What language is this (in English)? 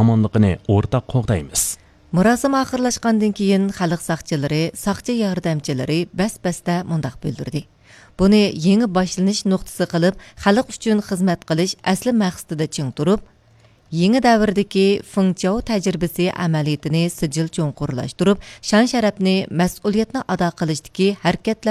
Uyghur